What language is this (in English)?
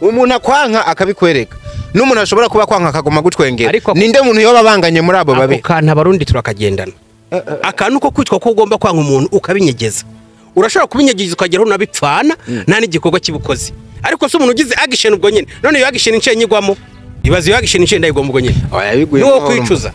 Rundi